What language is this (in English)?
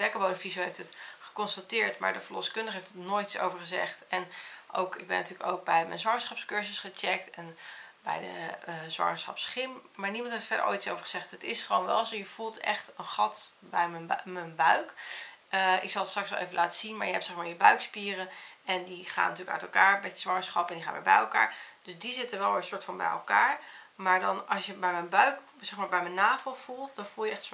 Dutch